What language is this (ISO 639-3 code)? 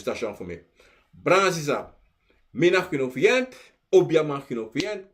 srn